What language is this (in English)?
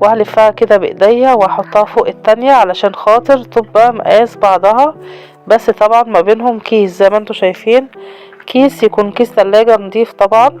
Egyptian Arabic